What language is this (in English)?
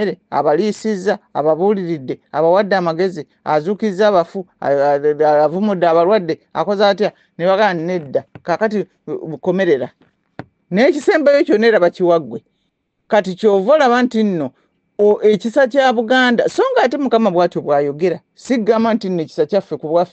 Ganda